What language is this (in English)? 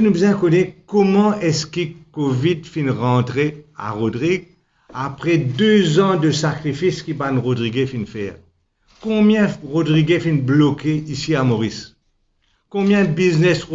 Morisyen